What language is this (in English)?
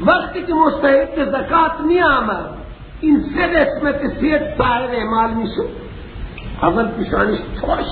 Persian